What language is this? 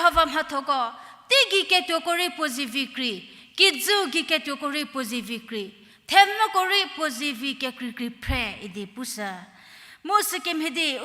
Angami Naga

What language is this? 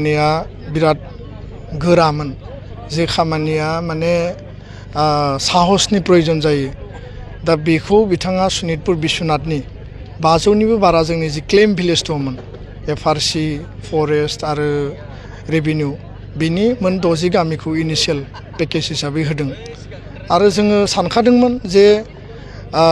Bodo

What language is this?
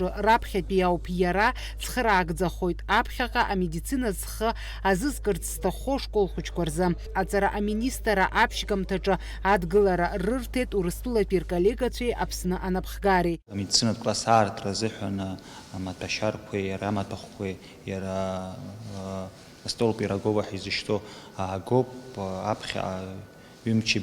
Abkhazian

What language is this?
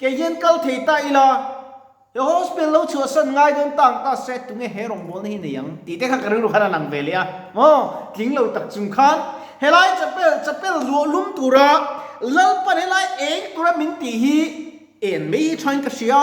Mizo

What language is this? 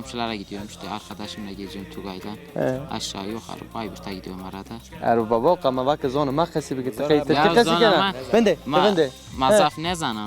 Zaza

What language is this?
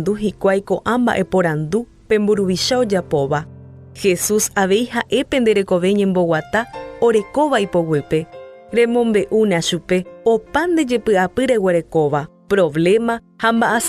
Guarani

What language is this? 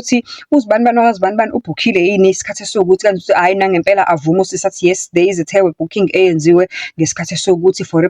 Zulu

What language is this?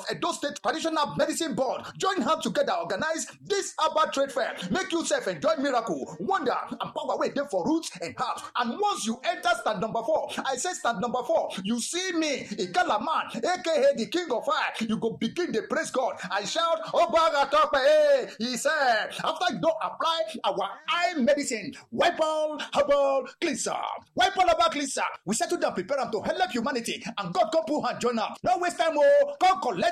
Nigerian Pidgin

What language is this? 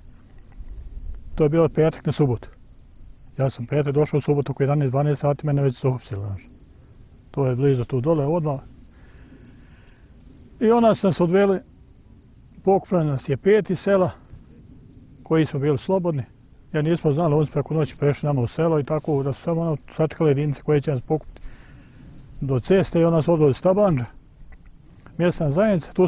Bosnian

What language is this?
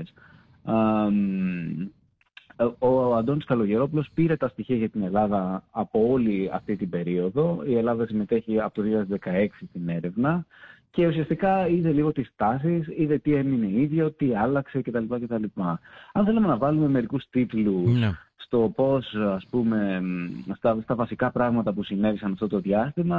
Greek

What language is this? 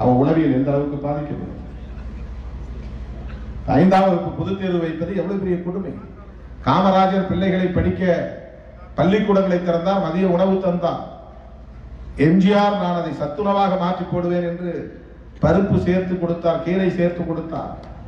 Tamil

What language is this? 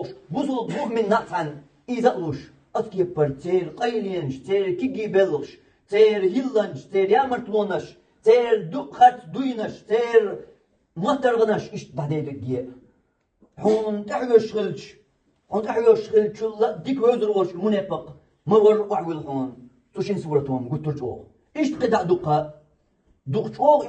Chechen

